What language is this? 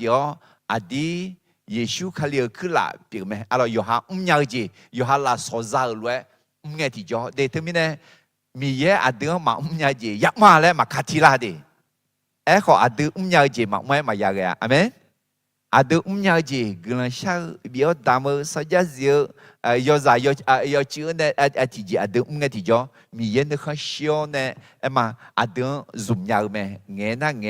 Akha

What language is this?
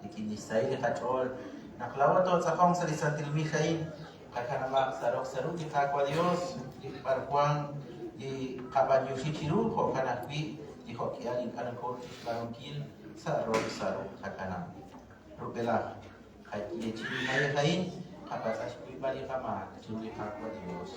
Kekchí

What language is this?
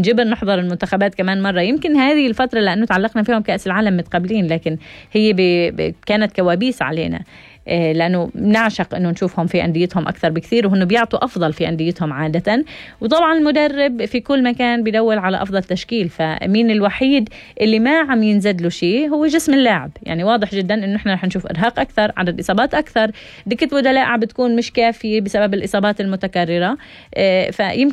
North Levantine Arabic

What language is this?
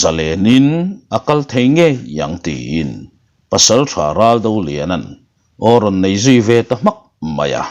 Mizo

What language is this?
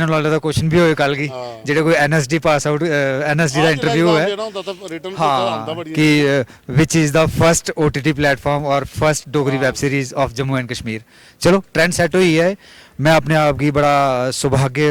Dogri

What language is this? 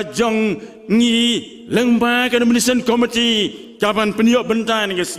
Khasi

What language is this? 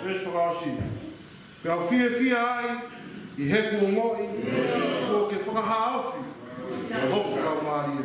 Tongan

